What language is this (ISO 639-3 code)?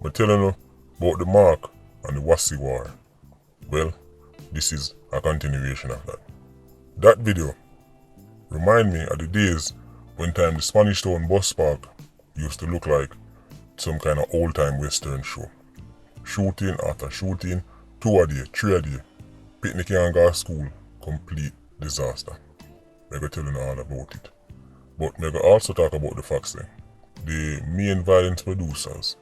jam